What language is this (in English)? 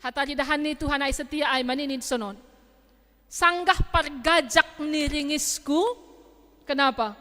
Batak Simalungun